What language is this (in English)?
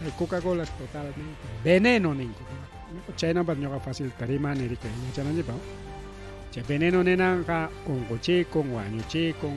Ayacucho Quechua